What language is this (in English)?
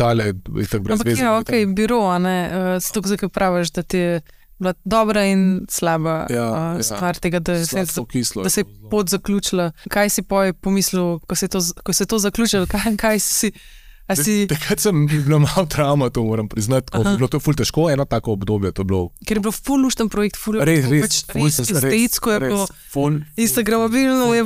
Slovenian